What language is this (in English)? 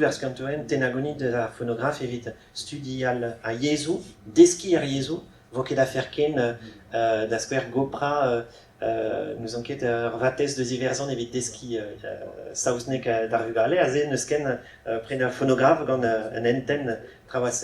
Breton